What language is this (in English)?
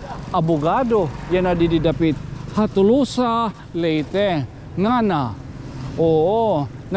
Waray